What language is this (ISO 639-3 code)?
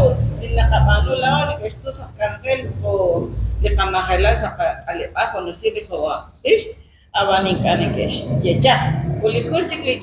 kek